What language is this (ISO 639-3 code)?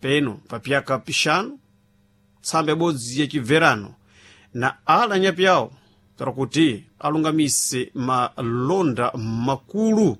seh